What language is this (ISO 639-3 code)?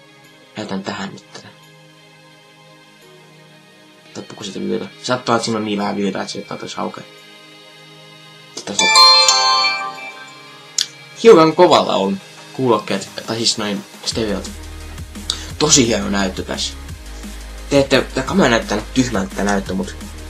fin